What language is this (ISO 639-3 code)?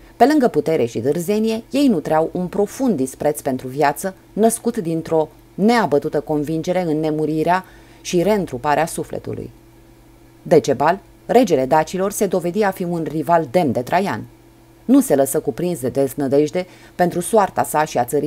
ron